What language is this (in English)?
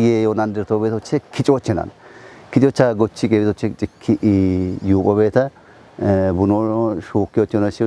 Kafa